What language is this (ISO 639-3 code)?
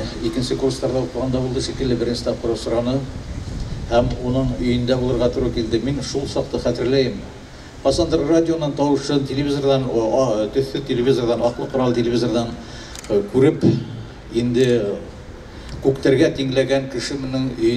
bak